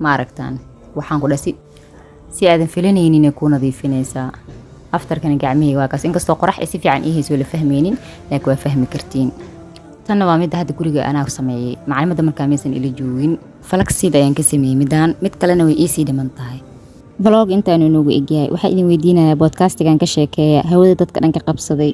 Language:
Somali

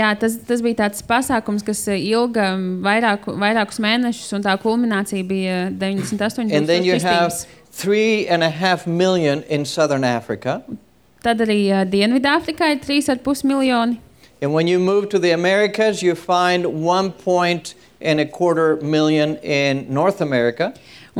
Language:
Latvian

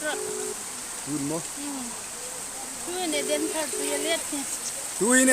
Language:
Hmar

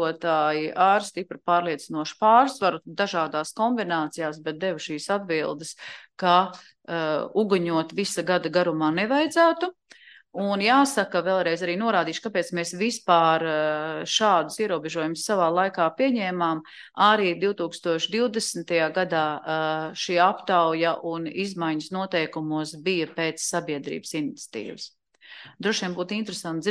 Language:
Latvian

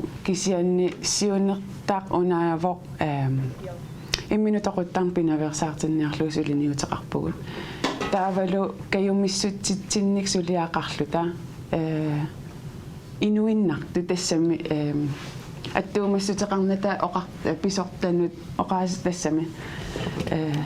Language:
Kalaallisut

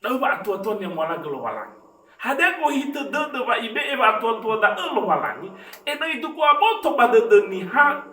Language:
Nias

